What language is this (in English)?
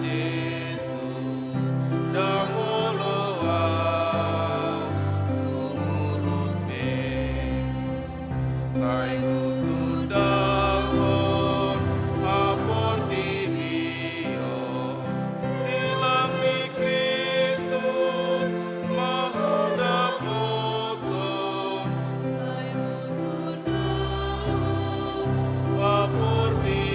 Batak Toba